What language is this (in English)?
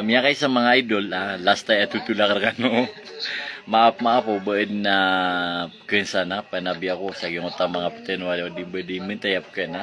Maranao